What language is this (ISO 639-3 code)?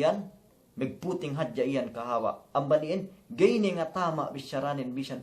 yka